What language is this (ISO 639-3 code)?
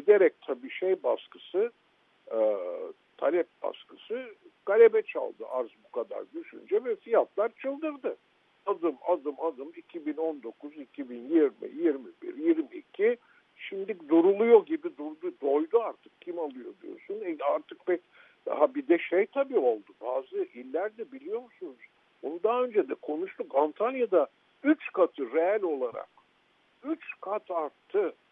tur